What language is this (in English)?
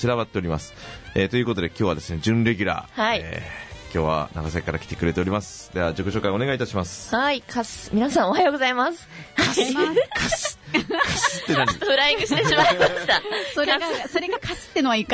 Japanese